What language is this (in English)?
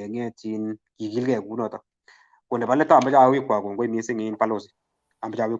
Kalenjin